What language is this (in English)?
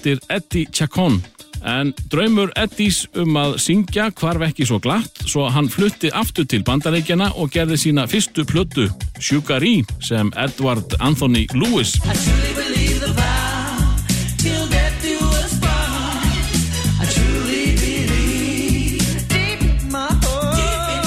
Icelandic